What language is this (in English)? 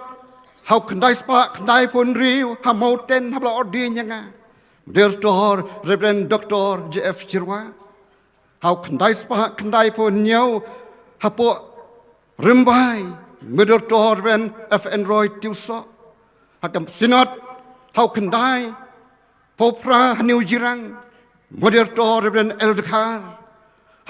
Khasi